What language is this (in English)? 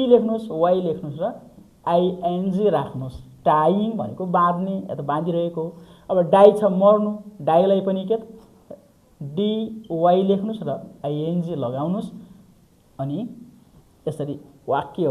Nepali